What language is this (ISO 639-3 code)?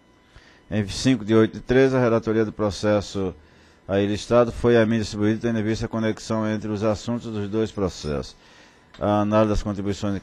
por